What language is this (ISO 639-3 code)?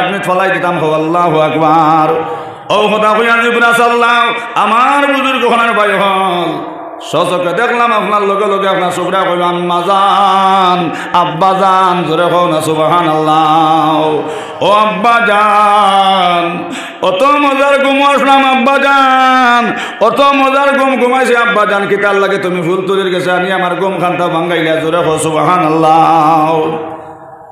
syl